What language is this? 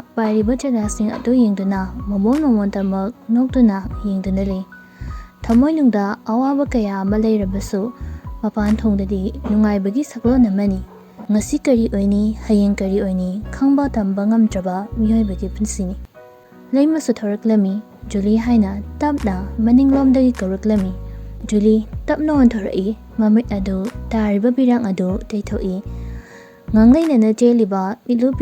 Manipuri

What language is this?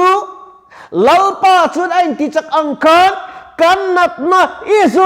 Mizo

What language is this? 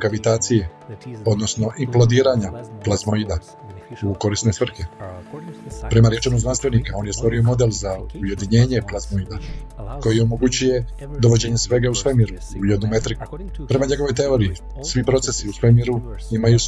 Croatian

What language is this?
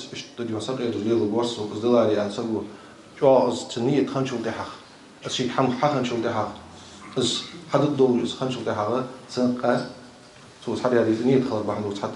Ingush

